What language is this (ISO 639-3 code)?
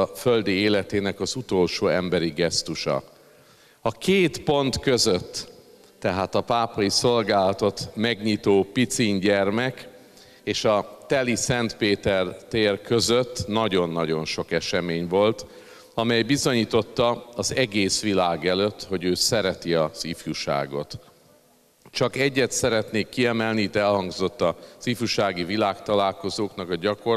hun